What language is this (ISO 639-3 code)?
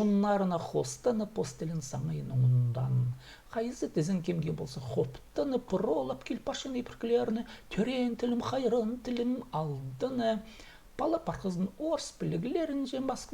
kjh